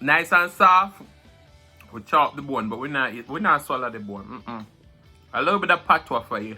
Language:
Jamaican Creole English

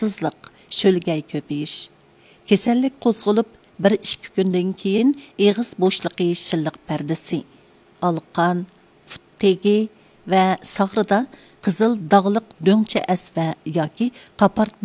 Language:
Uyghur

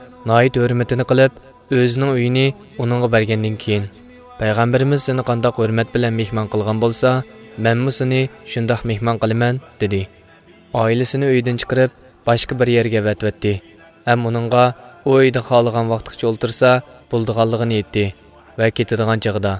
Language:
Uyghur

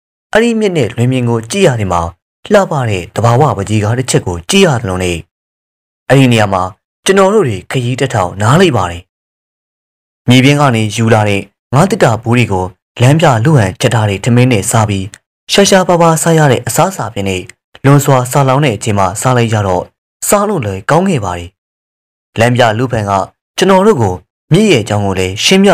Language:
Burmese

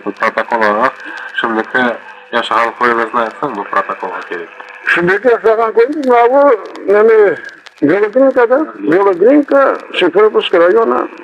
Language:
Crimean Tatar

